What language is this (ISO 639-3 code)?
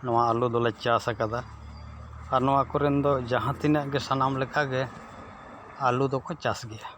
sat